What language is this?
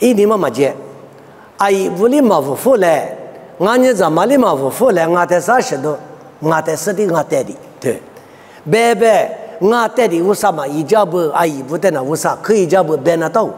Lisu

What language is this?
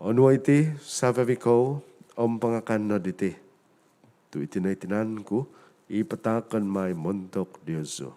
Central Dusun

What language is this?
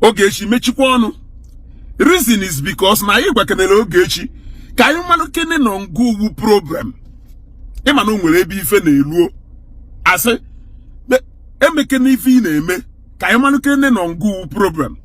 Igbo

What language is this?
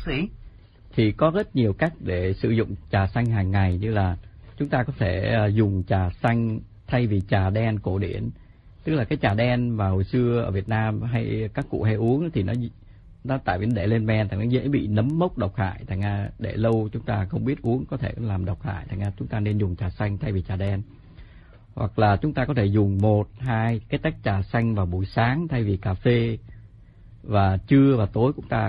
Vietnamese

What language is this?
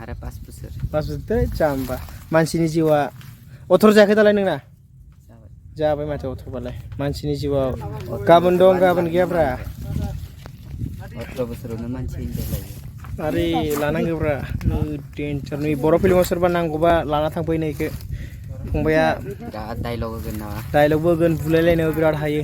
Bodo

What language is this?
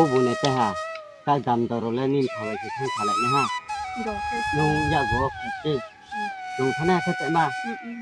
Riang (India)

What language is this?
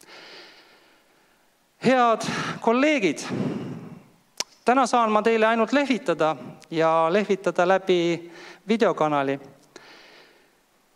Estonian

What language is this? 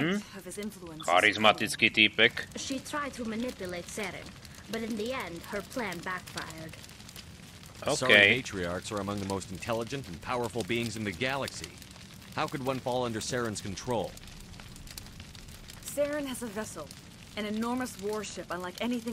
Slovak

